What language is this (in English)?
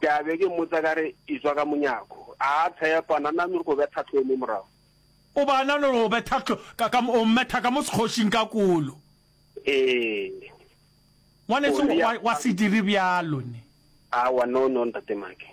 Northern Sotho